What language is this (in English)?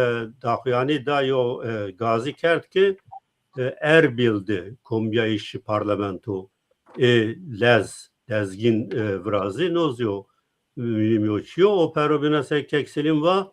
Zaza